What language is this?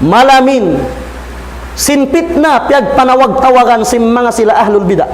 Tausug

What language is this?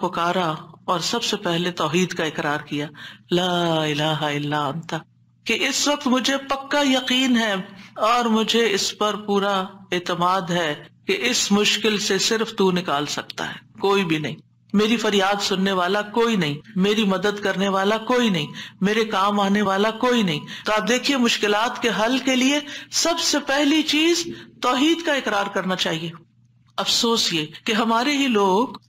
Urdu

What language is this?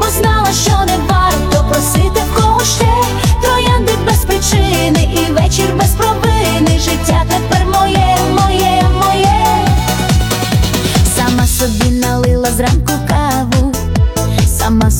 Ukrainian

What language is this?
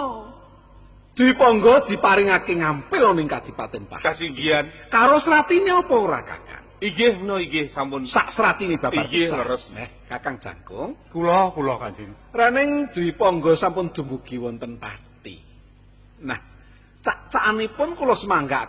Javanese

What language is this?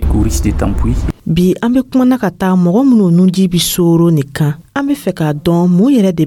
Dyula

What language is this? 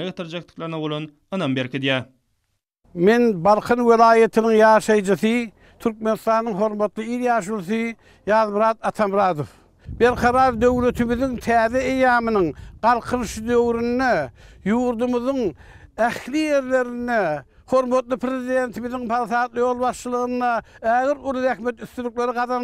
Turkmen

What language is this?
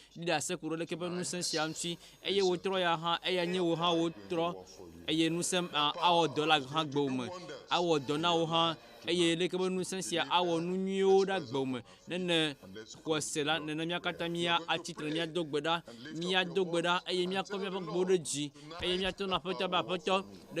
Ewe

